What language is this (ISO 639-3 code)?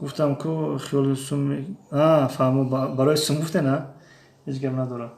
tgk